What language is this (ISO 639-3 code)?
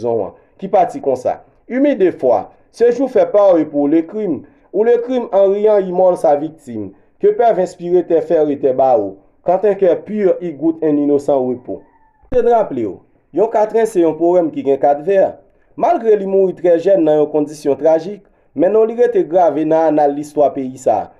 hat